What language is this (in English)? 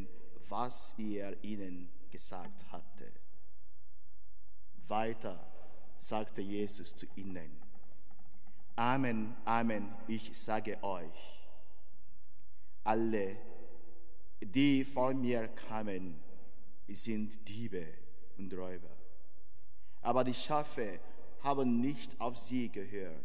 German